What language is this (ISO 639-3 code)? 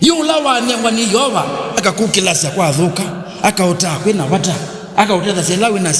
kam